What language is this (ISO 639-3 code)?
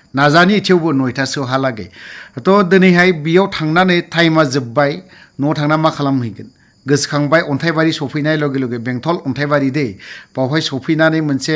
brx